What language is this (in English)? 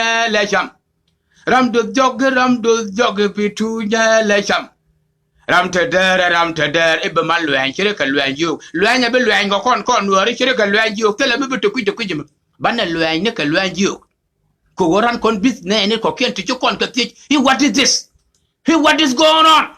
Nuer